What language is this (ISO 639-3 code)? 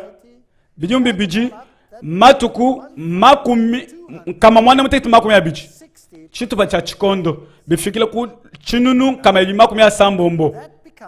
lua